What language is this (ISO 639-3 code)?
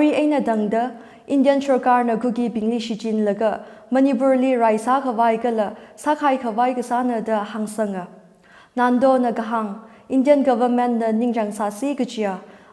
nmf